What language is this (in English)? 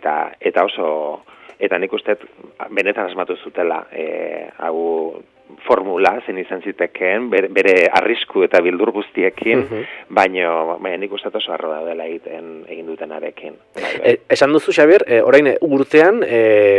Basque